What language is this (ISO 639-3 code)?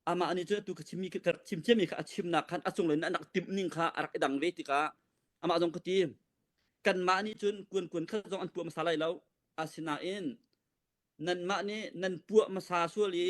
cnh